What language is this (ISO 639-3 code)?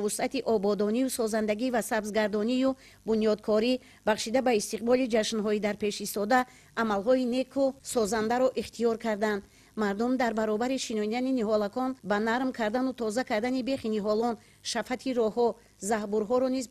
tgk